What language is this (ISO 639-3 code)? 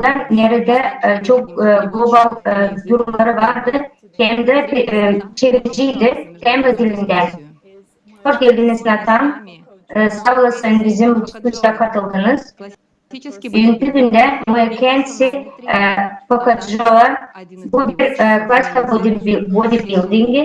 gag